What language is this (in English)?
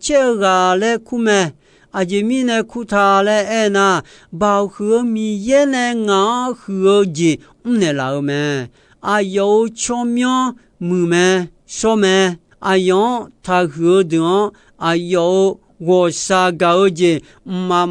Akha